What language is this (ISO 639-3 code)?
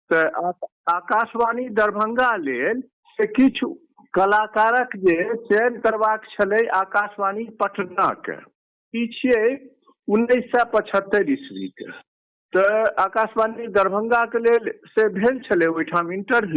mai